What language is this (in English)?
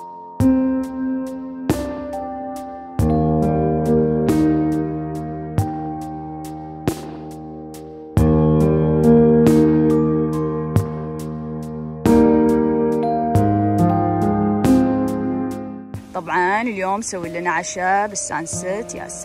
Gulf Arabic